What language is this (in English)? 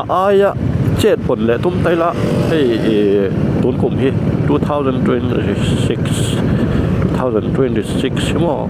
Mizo